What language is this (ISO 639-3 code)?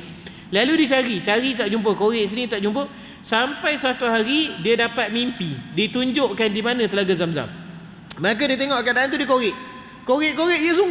msa